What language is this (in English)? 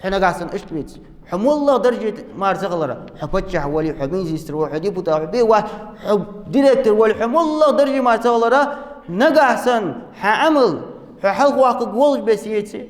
Ingush